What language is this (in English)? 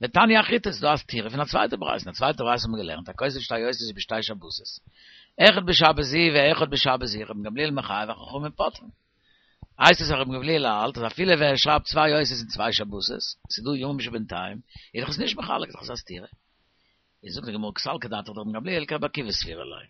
Yiddish